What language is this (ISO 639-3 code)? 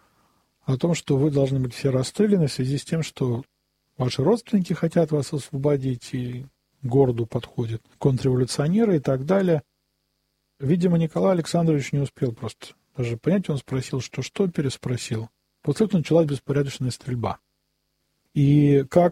rus